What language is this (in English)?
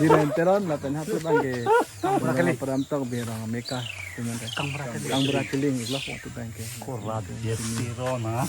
Karbi